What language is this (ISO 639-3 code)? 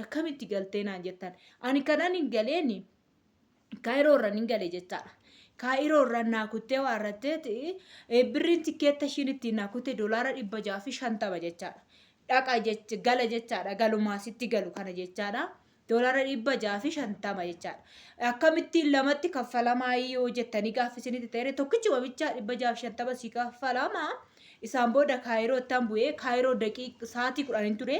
orm